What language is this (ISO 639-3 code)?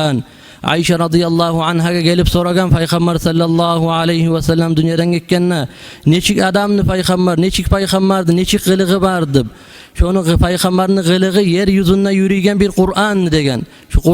kum